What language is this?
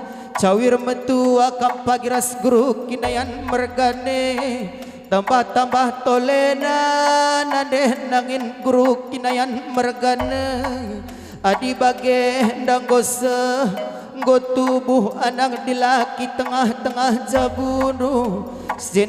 Batak Karo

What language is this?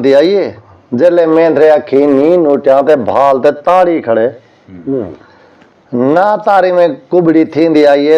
Saraiki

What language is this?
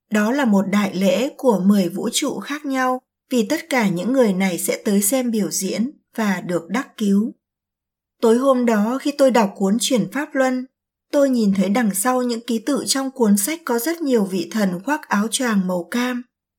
Vietnamese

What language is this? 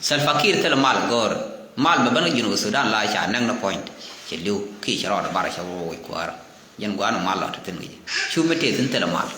Nuer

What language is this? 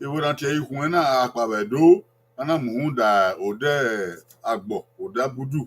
Bini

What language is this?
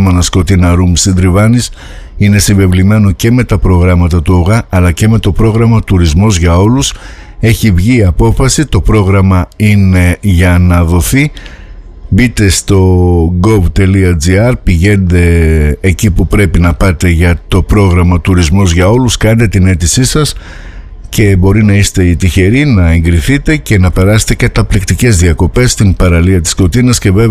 Greek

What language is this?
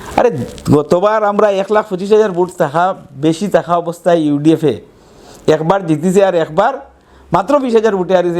Sylheti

